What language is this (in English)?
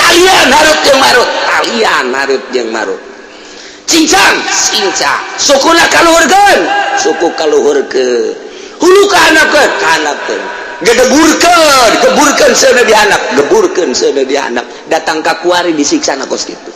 Sundanese